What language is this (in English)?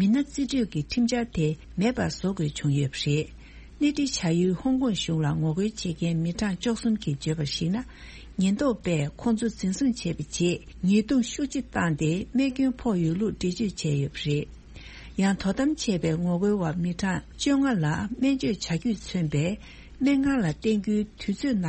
Tibetan